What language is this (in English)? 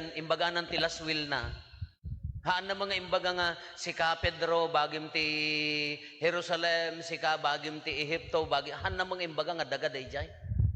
Iloko